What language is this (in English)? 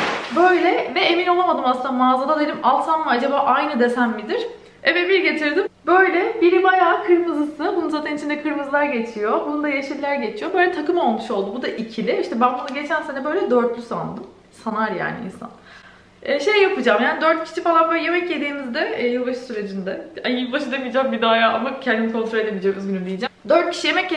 Turkish